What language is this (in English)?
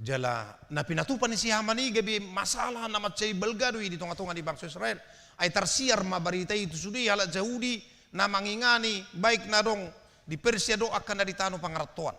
Batak Toba